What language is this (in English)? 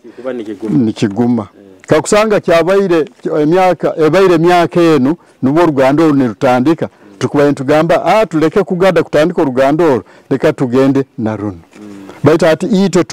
Nyoro